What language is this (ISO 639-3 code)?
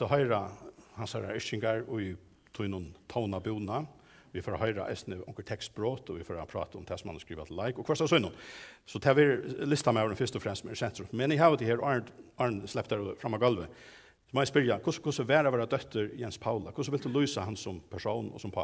fao